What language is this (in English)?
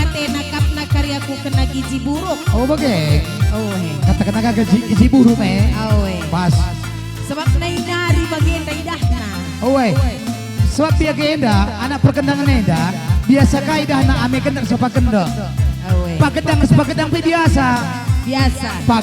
Batak Karo